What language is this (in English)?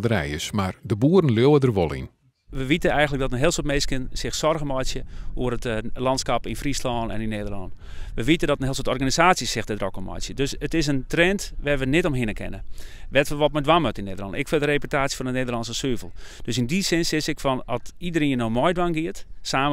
Western Frisian